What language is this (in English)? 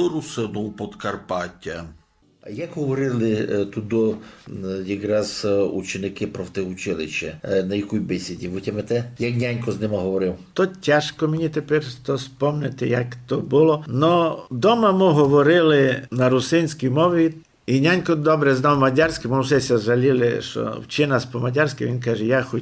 Rusyn